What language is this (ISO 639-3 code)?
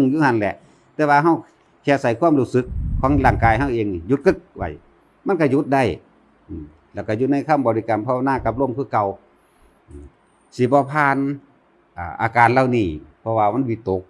tts